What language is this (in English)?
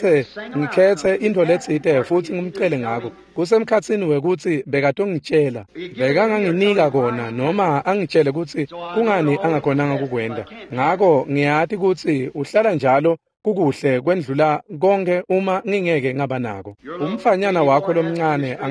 Swati